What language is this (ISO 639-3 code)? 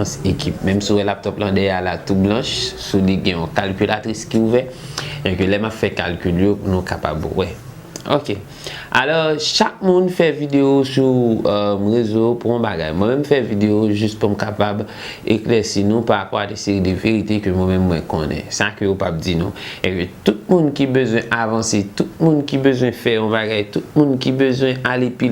hat